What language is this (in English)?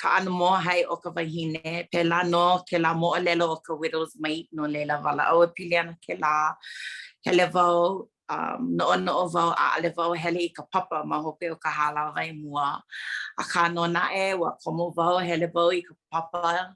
Hawaiian